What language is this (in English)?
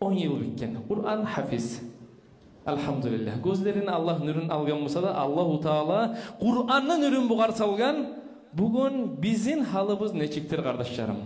Kumyk